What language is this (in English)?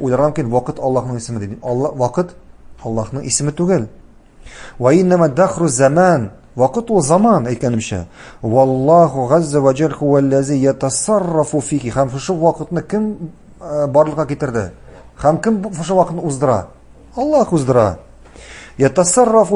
Tatar